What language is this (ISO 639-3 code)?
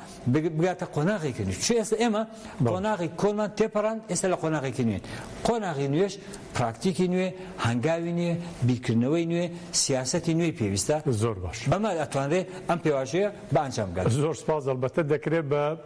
ckb